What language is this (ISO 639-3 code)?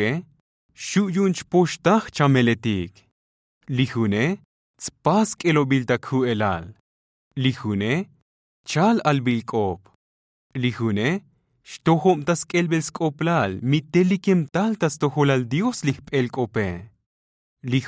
tzo